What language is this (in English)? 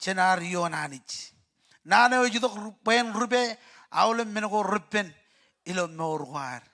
Marshallese